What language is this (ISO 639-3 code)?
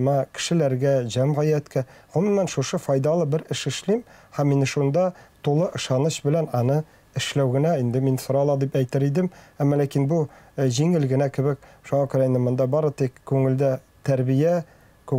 tat